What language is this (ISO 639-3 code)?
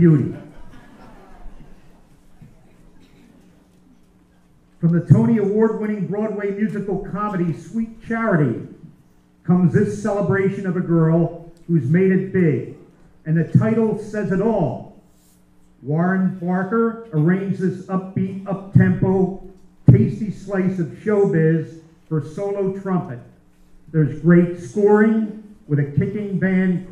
eng